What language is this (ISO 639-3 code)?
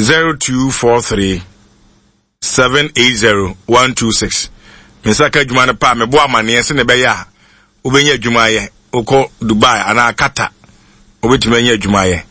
aka